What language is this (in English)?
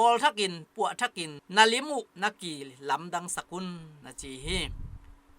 Tedim Chin